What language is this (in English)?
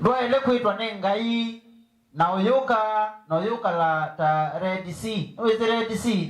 Kamba